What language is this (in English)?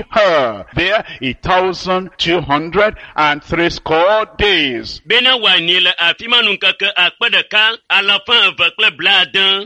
Ewe